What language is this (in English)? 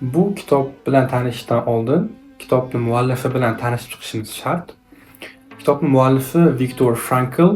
Uzbek